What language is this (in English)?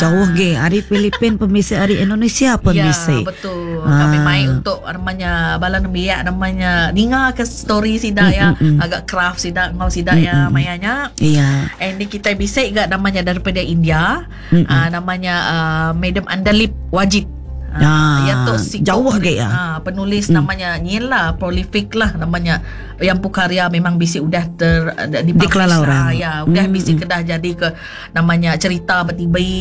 Iban